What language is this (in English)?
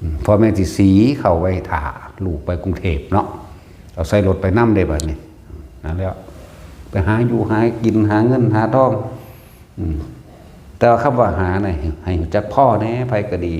Northeastern Thai